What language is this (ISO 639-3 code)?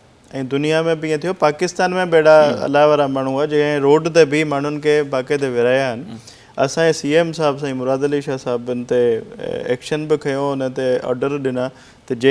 snd